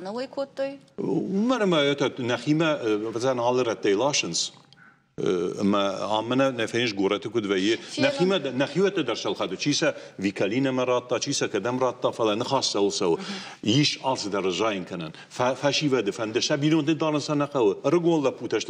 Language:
Ossetic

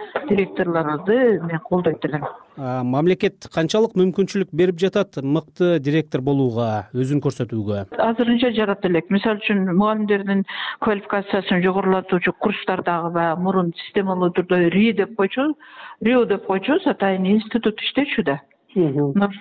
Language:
Kyrgyz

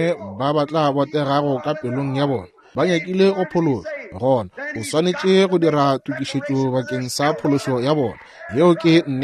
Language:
Northern Sotho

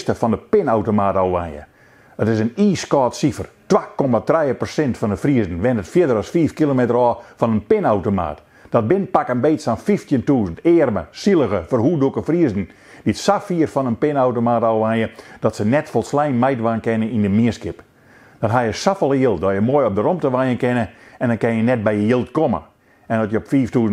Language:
Western Frisian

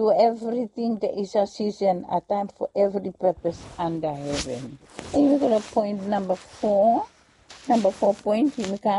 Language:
Bislama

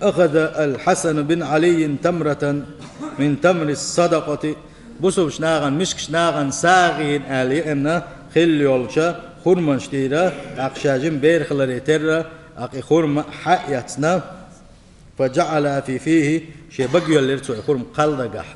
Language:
Chechen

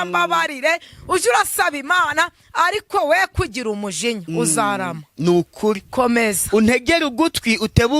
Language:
Kinyarwanda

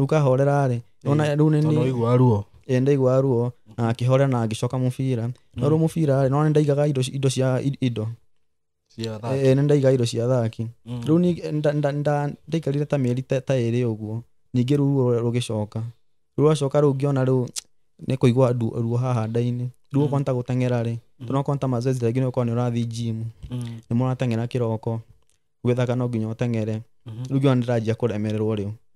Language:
Kikuyu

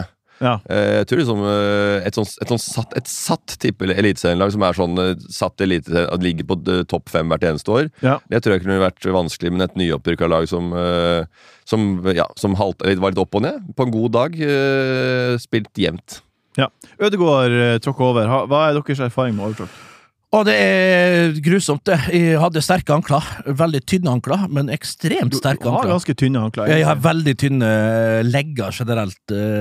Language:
Norwegian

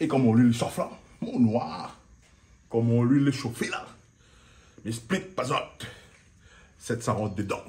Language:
Réunion Creole French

